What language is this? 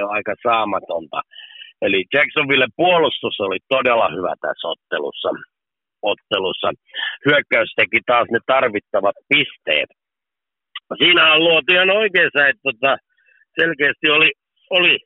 Finnish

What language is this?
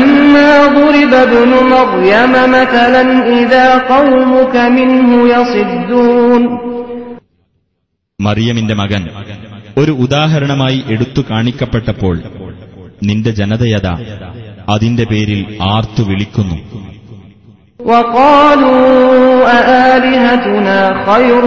Malayalam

